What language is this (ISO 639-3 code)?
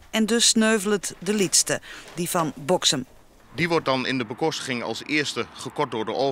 fry